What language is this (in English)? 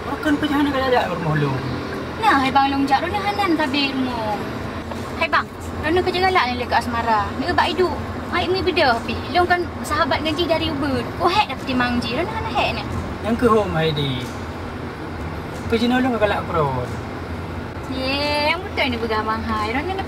Achinese